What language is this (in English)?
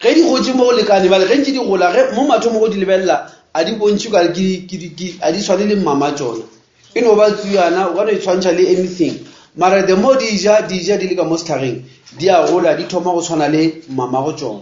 Northern Sotho